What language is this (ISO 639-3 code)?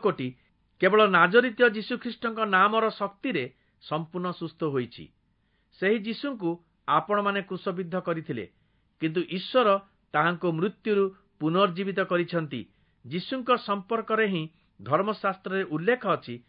ori